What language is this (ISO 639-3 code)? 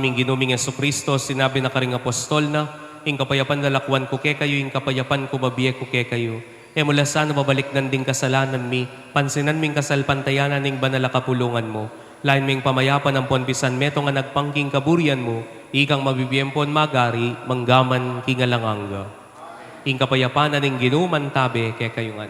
pam